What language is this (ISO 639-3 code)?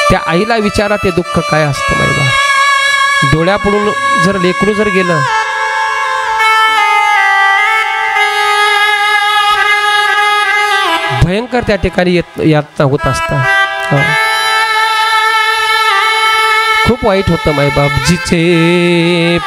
mar